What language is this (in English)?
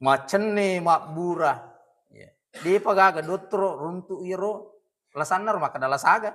Buginese